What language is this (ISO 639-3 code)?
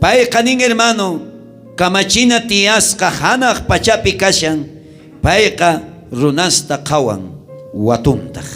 quh